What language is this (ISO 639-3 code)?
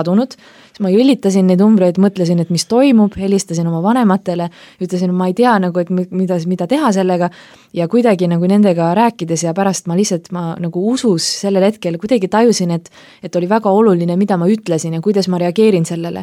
est